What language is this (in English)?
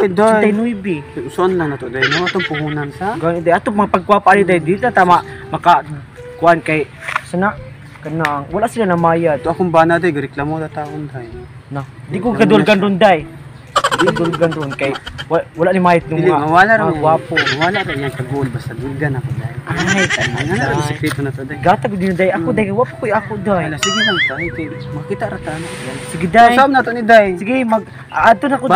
Cebuano